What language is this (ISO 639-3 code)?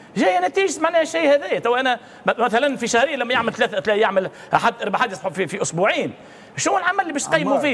aeb